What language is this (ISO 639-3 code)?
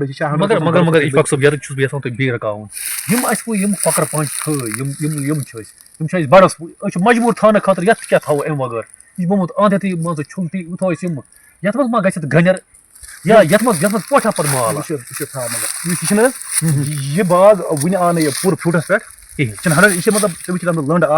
kas